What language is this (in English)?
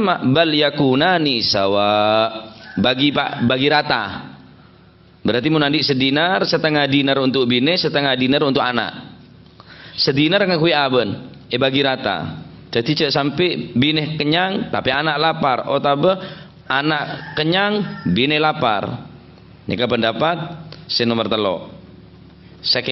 Madurese